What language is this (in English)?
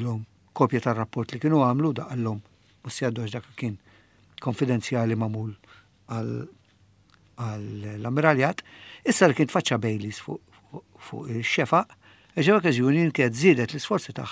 Maltese